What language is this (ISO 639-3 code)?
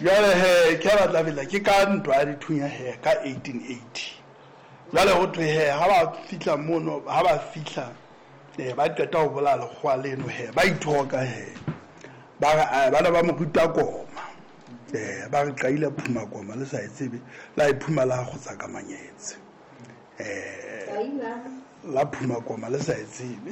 sot